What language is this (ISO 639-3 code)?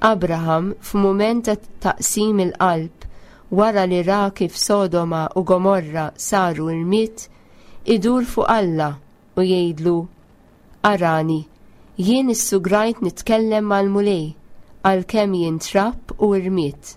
mlt